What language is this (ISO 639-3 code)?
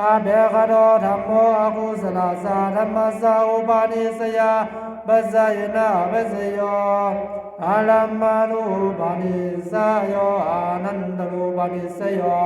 pli